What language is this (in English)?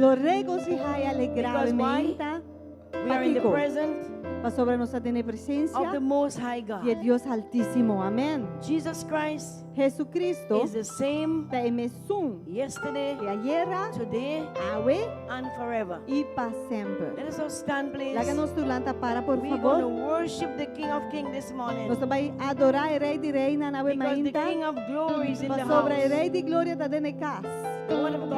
Papiamento